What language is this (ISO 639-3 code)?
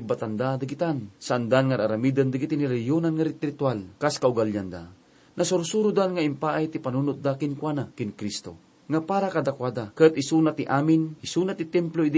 ilo